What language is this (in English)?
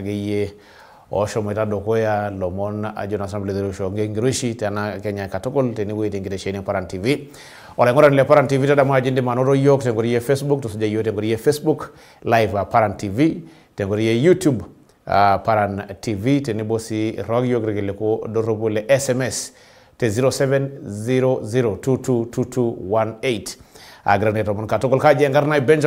Masai